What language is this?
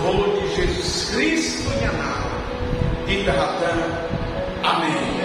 Tetum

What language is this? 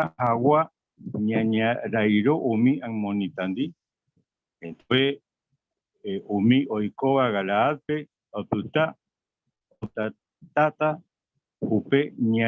Guarani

